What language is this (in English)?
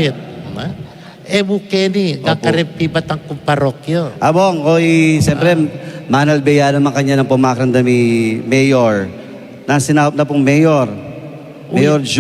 Pampanga